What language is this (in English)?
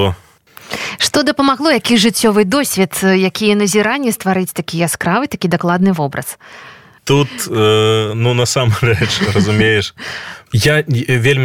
Belarusian